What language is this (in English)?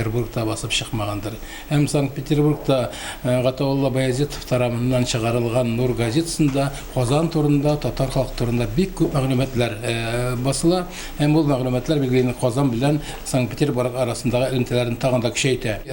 Tatar